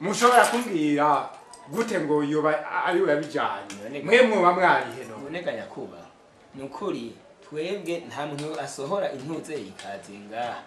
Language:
Rundi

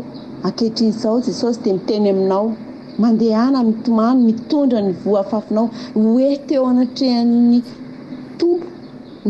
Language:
Malagasy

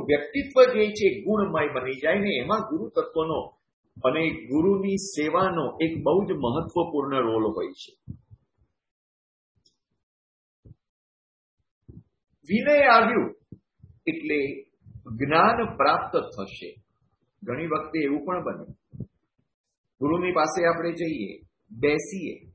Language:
Gujarati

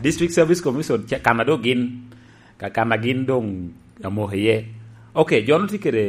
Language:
Lango (Uganda)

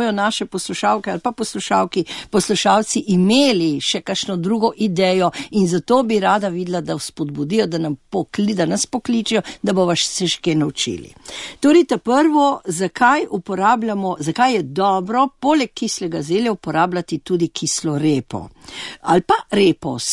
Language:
Slovenian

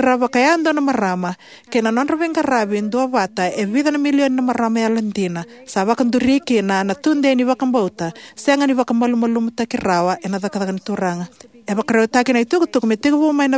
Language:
Fijian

